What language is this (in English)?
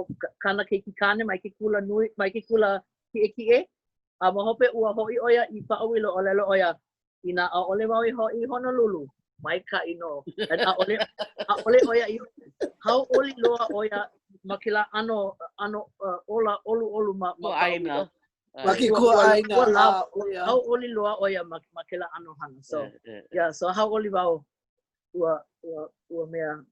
Hawaiian